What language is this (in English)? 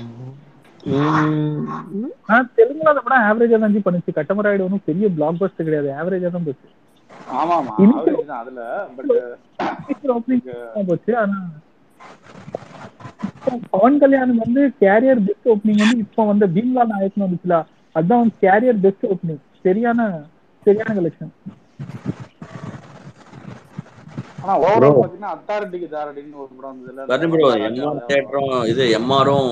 Tamil